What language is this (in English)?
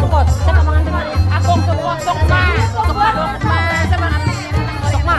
Banjar